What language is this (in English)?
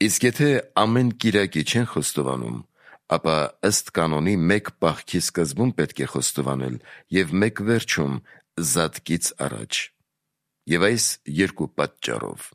Armenian